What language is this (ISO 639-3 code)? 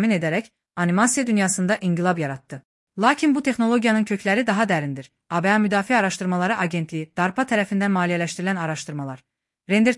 aze